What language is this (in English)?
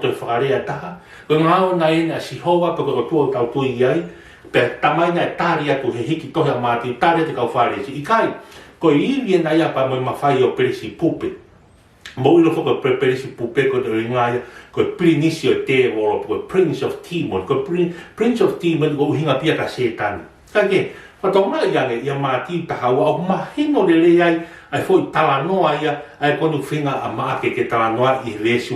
Tongan